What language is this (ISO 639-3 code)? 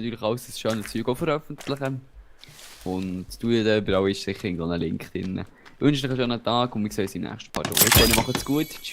gsw